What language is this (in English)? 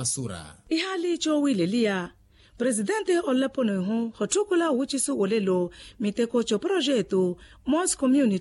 Makhuwa